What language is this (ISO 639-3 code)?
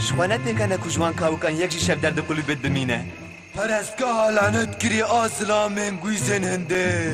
kur